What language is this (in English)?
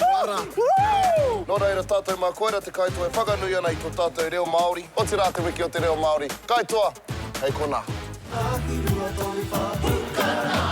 Māori